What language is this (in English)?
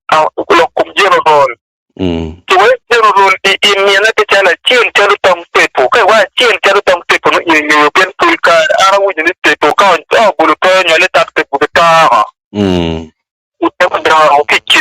Acoli